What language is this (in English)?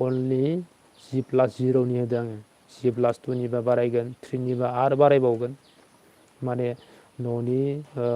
Bodo